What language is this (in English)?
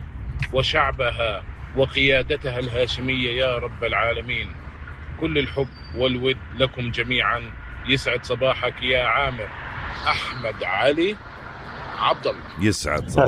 North Levantine Arabic